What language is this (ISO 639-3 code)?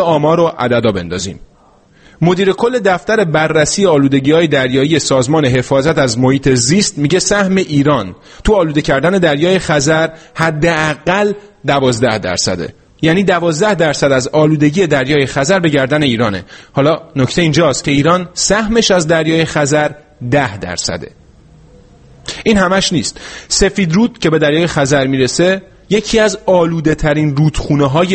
fas